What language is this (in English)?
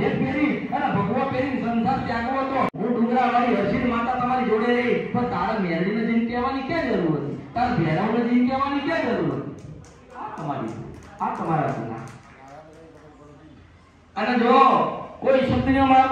Gujarati